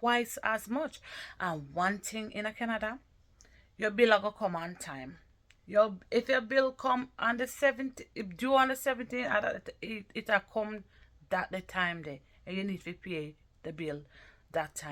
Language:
Jamaican Creole English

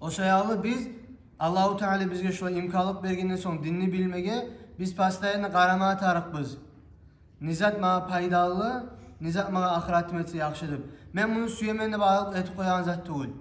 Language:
Kumyk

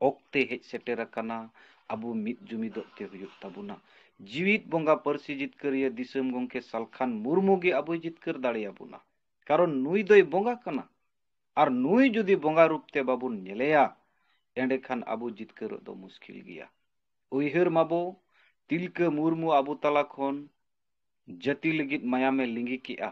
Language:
Santali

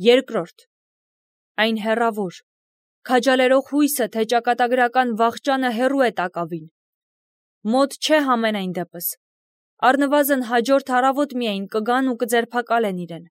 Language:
Armenian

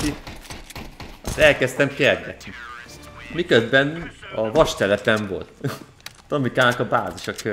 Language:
Hungarian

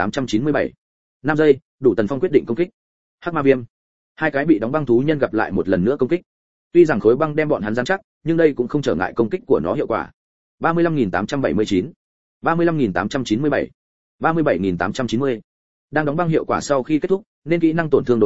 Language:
Vietnamese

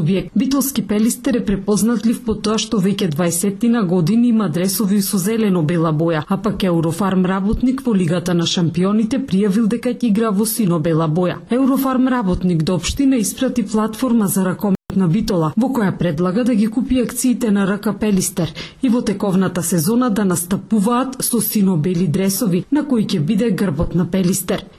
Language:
Macedonian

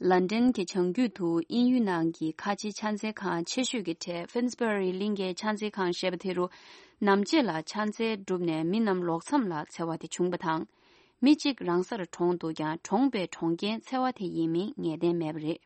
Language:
Tibetan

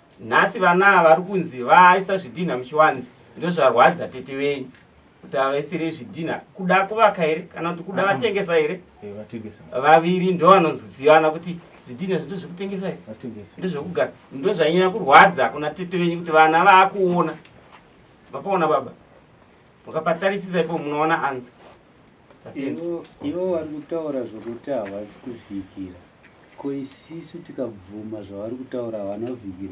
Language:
Shona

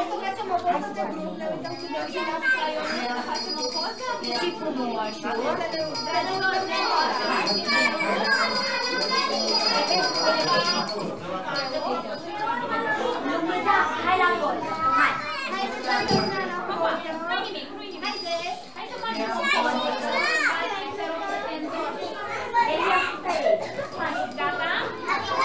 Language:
Romanian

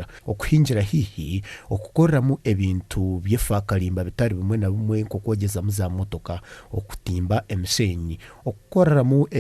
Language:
Nyankole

